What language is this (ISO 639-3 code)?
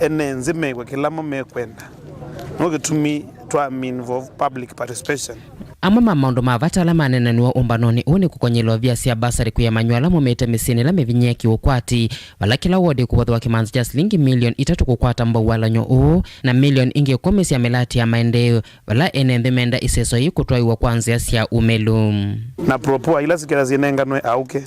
kam